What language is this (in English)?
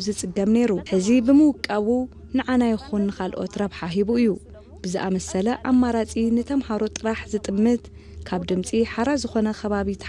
Tigrinya